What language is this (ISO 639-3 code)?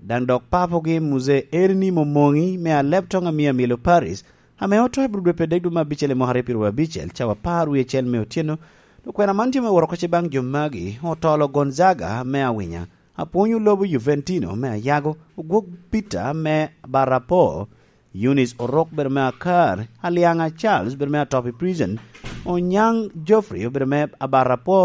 laj